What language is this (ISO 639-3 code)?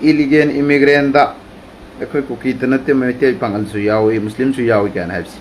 mni